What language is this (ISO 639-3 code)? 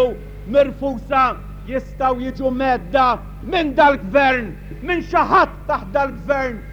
mlt